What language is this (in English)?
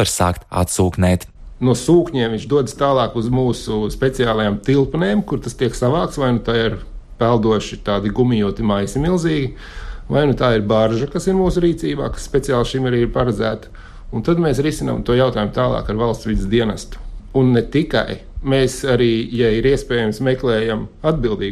Latvian